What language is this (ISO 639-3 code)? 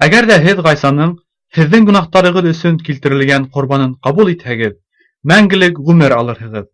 bak